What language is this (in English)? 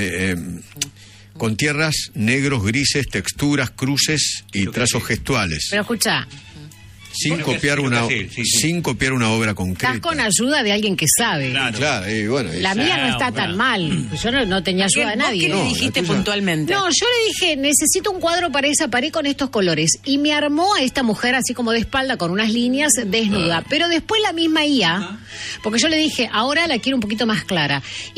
Spanish